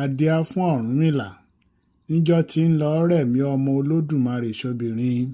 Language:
Yoruba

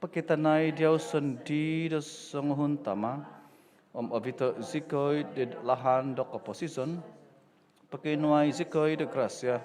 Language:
Central Dusun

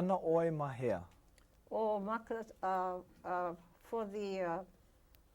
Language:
Hawaiian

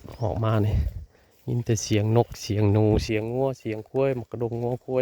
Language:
Northeastern Thai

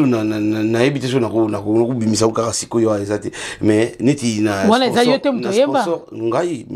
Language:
Lingala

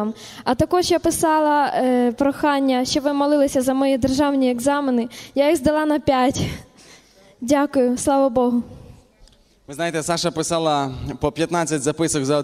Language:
Ukrainian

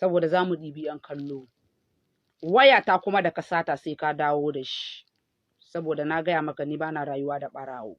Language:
Hausa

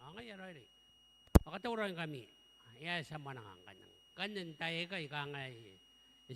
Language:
Gilbertese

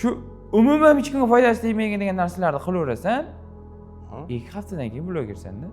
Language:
Uzbek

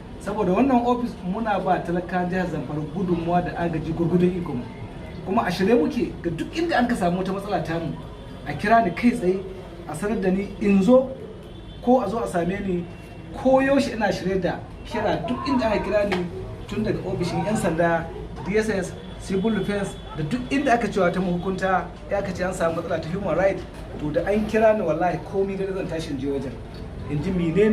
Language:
Hausa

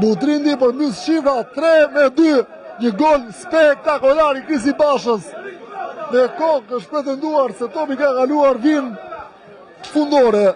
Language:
Albanian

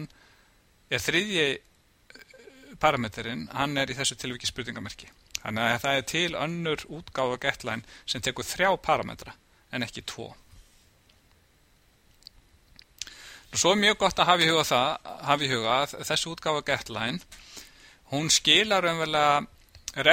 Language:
Icelandic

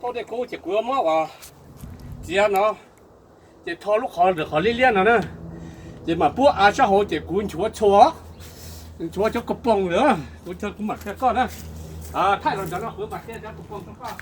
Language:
Hmong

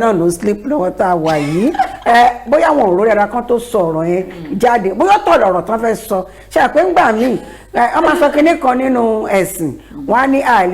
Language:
Yoruba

